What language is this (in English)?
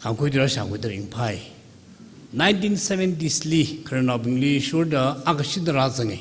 Tangkhul Naga (India)